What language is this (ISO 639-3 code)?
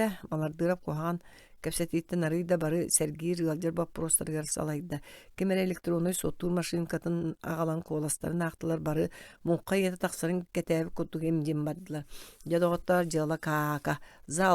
sah